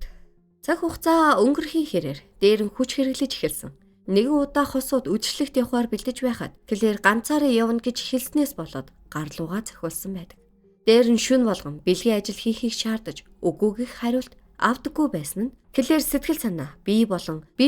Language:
Mongolian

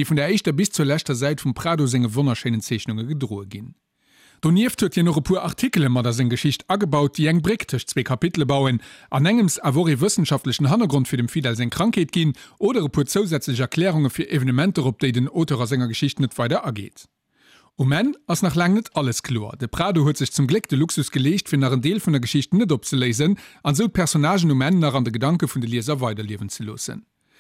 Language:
Luxembourgish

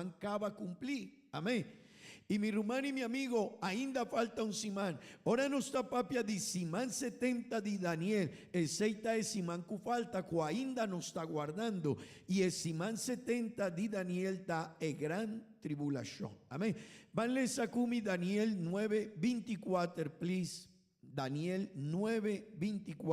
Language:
Papiamento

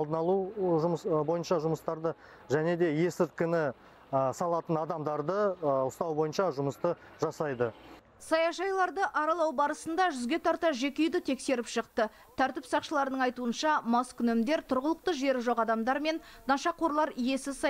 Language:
Kazakh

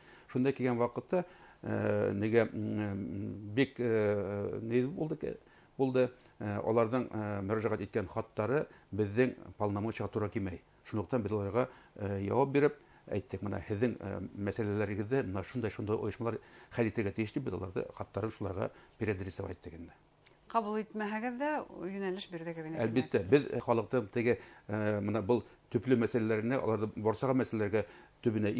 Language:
Bashkir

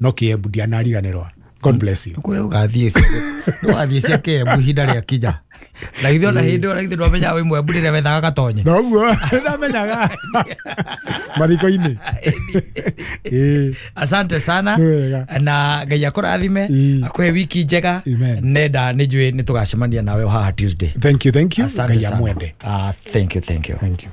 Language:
Kikuyu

